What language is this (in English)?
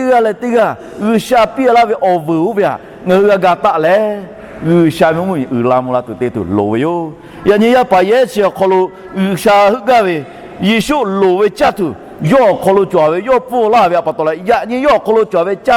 Lahu